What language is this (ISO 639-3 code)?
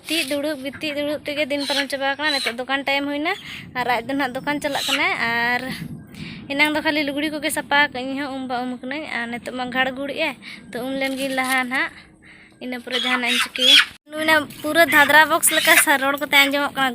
sat